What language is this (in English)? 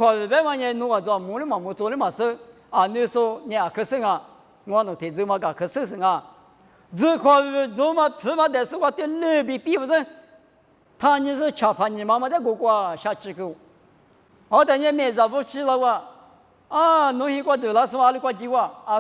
Lisu